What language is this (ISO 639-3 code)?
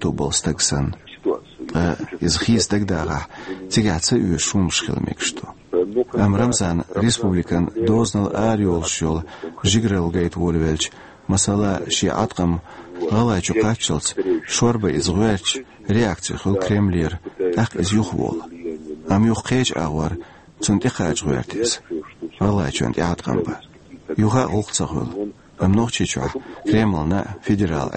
che